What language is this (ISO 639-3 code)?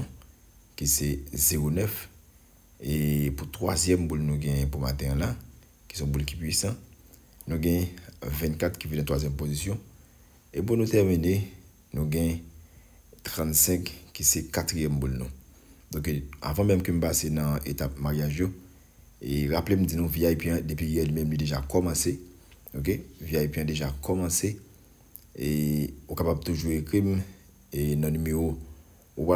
hat